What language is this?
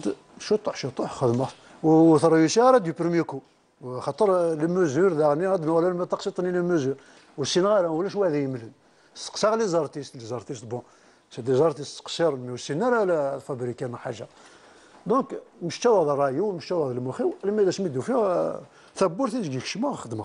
Kabyle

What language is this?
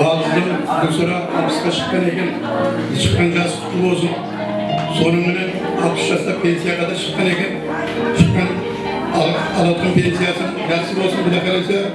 Kara-Kalpak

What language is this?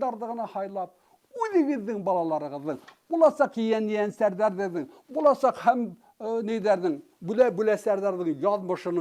Bashkir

